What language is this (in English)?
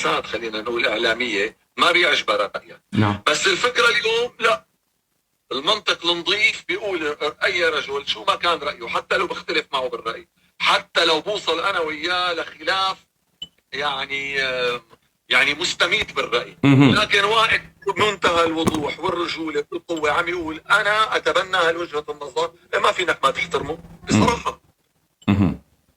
North Levantine Arabic